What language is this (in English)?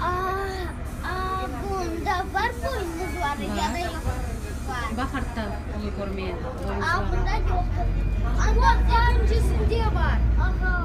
Crimean Tatar